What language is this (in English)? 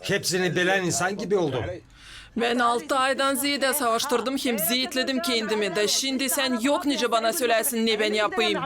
Gagauz